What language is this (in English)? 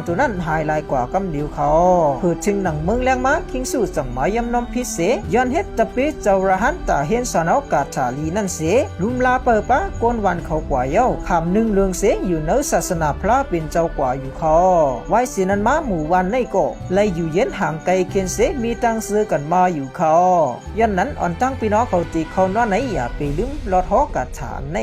Shan